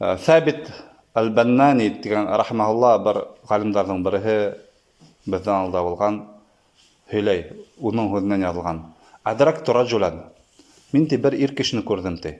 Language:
Bashkir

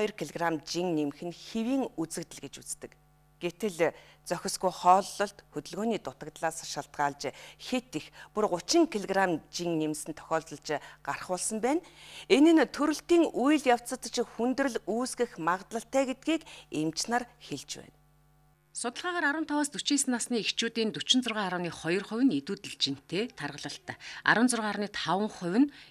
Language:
Mongolian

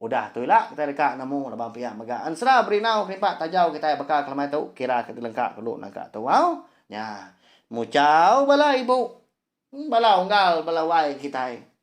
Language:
Iban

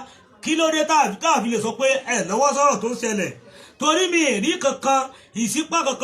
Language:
Yoruba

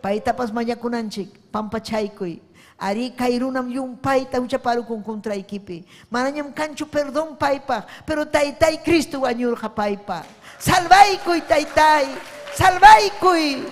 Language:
Ayacucho Quechua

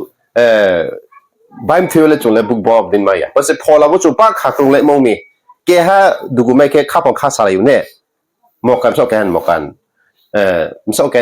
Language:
Riang (India)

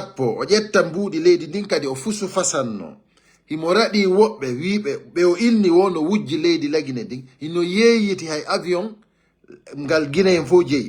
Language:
Fula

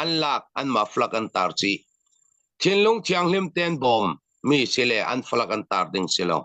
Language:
Falam Chin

